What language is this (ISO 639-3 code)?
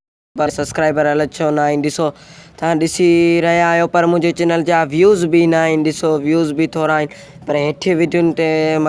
snd